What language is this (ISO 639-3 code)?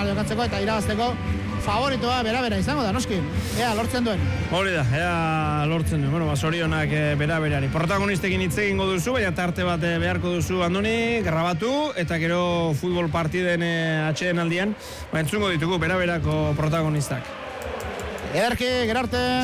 eus